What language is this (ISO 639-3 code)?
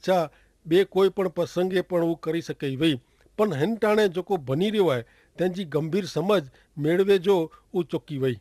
kfr